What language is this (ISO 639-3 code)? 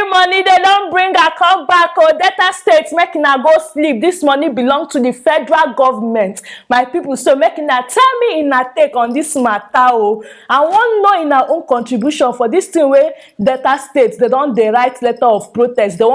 pcm